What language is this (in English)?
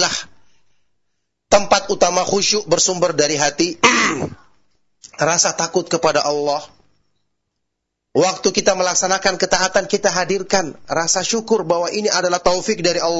Indonesian